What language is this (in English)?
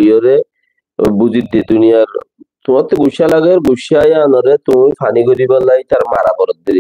Rohingya